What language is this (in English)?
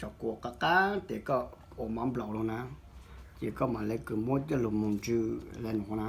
Hmong